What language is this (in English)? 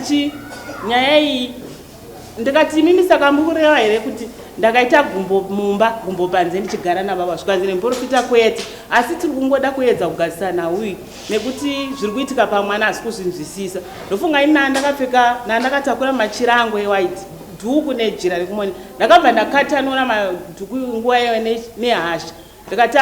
Shona